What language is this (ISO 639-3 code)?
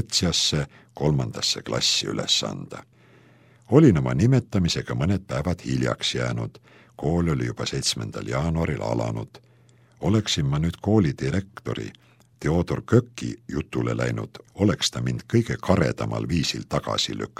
est